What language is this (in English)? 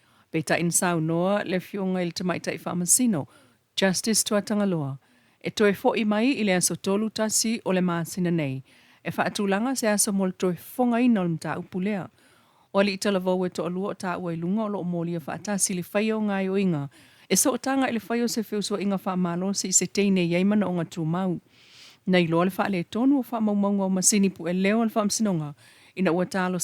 Samoan